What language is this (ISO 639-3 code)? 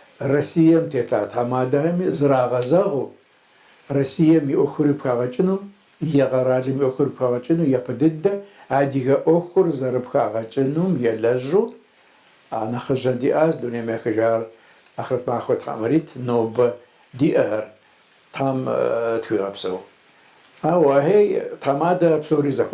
kbd